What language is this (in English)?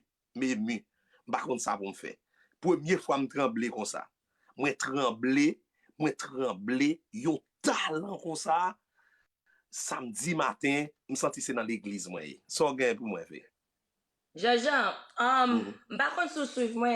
Haitian Creole